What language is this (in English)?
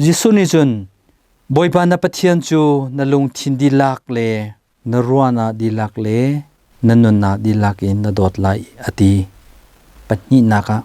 Hakha Chin